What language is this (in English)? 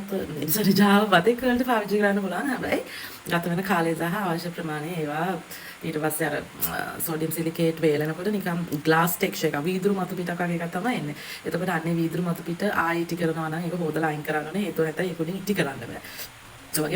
Sinhala